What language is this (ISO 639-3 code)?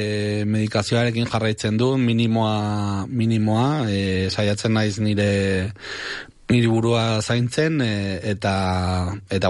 eus